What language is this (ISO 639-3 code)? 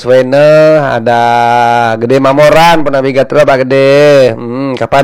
ban